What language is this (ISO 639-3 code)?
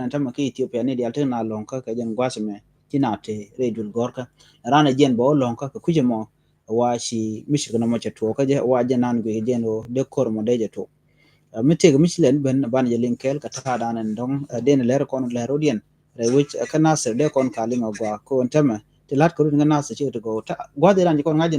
nus